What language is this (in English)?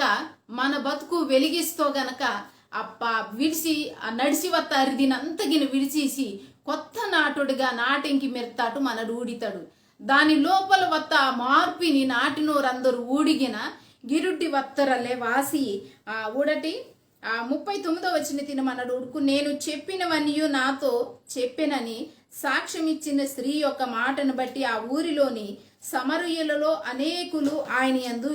Koya